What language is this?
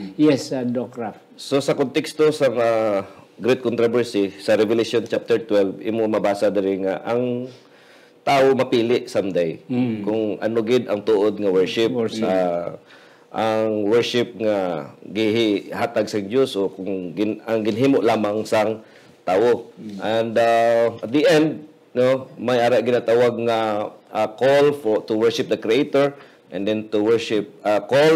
Hiligaynon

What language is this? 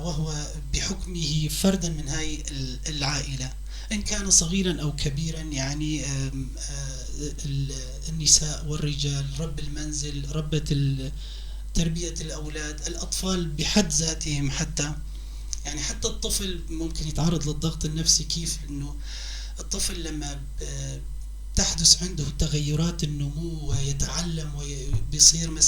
North Levantine Arabic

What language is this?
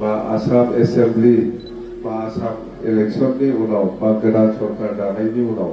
Bodo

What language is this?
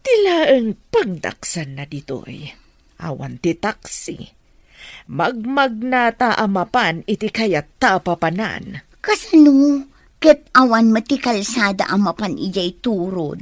Iloko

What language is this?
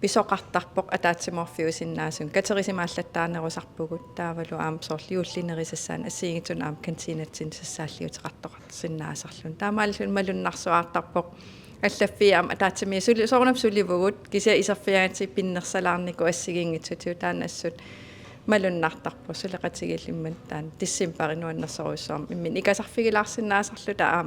Kalaallisut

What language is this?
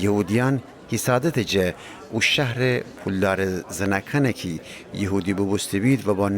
Gilaki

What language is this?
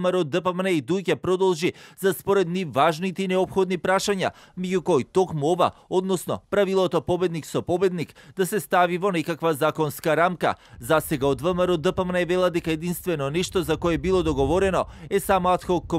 Macedonian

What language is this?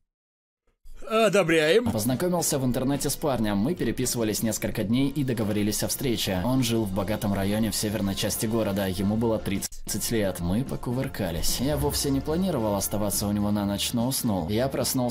Russian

